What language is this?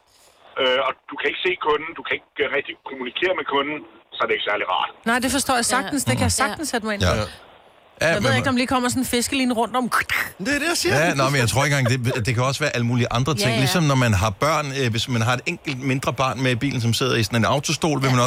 Danish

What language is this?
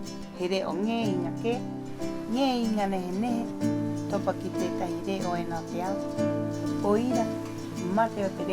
Rapanui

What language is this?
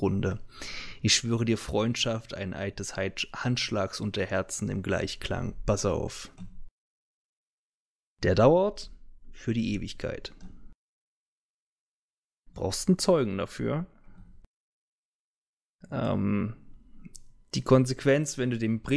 German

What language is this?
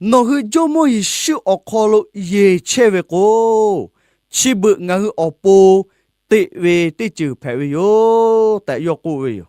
Lahu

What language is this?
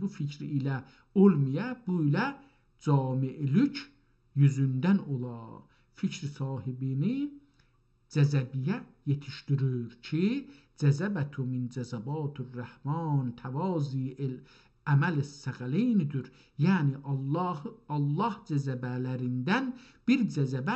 South Azerbaijani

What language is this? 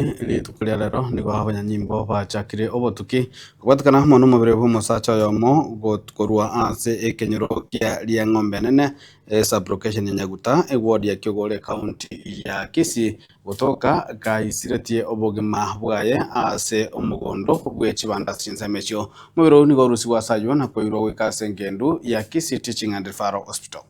Gusii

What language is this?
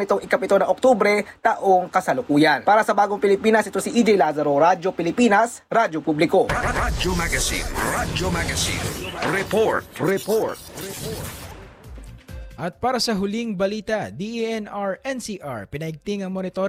Filipino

